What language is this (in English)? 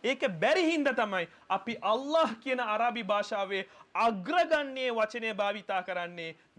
Sinhala